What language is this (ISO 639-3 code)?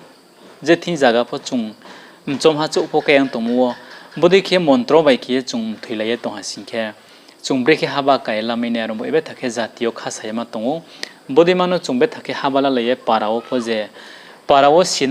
ria